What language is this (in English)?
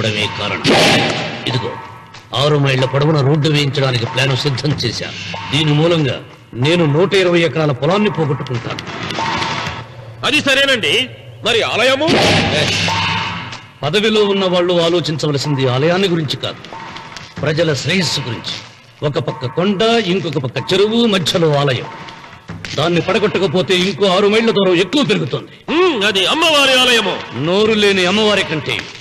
Telugu